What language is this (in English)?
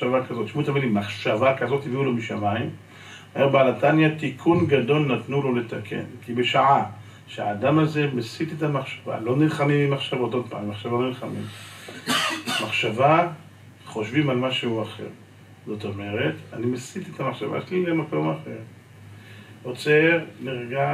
Hebrew